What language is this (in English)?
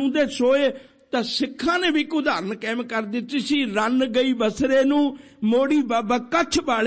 Punjabi